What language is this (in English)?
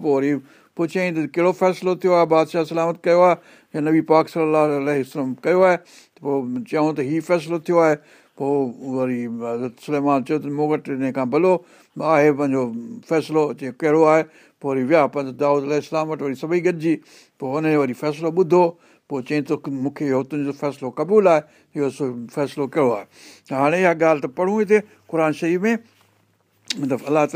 Sindhi